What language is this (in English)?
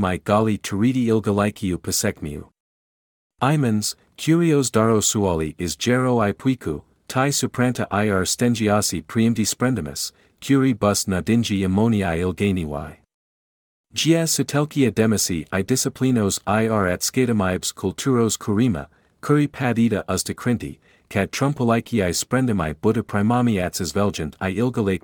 Lithuanian